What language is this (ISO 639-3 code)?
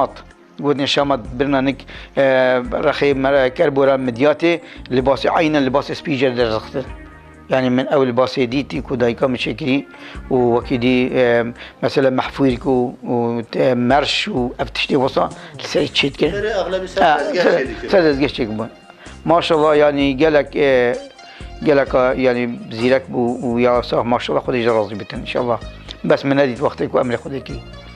kur